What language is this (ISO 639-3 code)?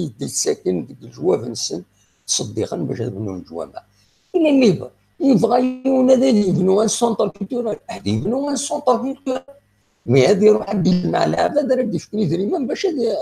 kab